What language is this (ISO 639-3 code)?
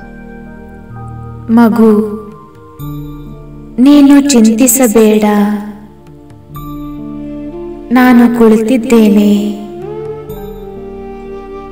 kan